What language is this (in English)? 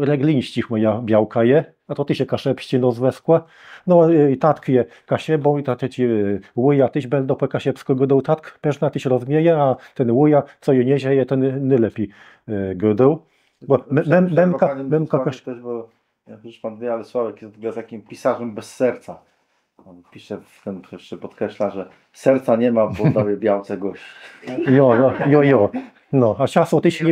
Kashubian